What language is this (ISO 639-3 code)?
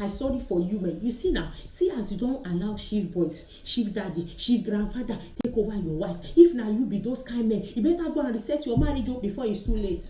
pcm